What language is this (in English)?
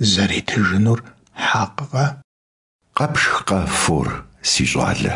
Kabardian